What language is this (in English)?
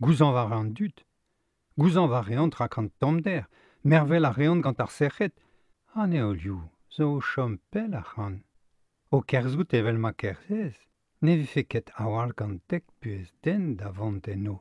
Breton